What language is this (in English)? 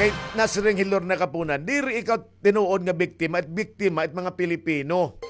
Waray